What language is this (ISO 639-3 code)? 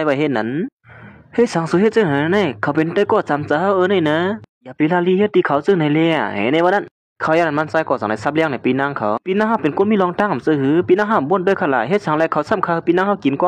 shn